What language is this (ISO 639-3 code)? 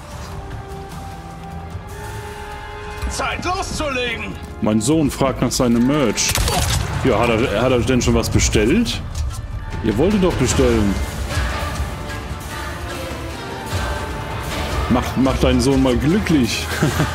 deu